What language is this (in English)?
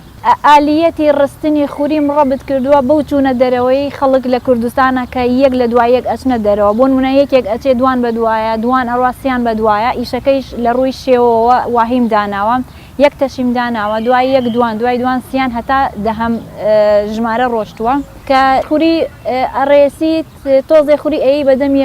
Central Kurdish